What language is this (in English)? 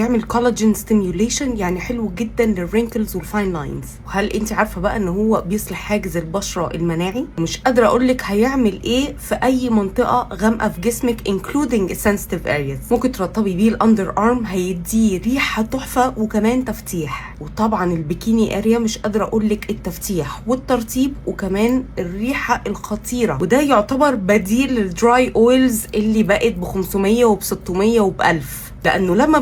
Egyptian Arabic